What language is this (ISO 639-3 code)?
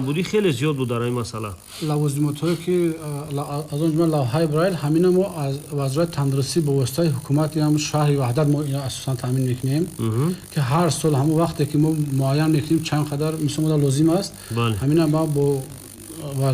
tgk